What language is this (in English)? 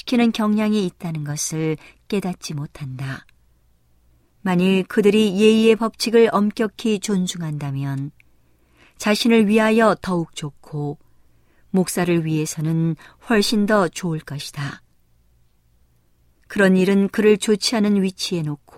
Korean